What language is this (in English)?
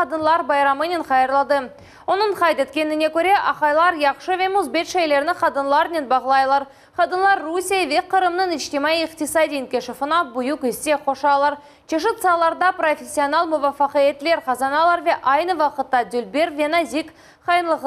Crimean Tatar